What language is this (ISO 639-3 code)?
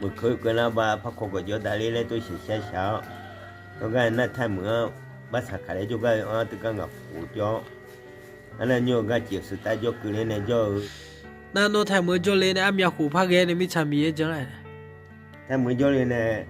ahk